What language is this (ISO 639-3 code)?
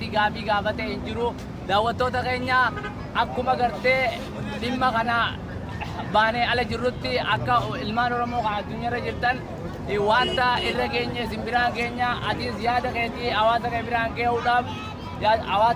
orm